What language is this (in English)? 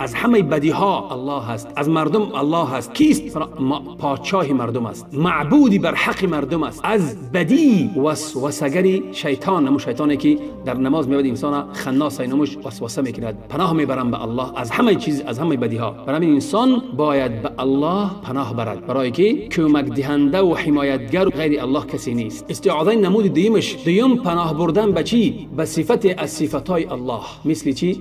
Tajik